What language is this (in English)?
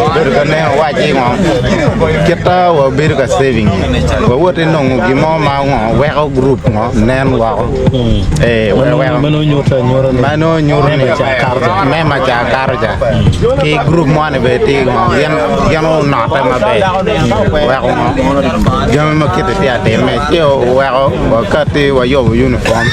Acoli